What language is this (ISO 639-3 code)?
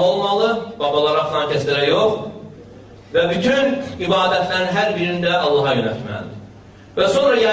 aze